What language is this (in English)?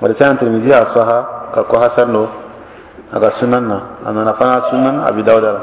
Dyula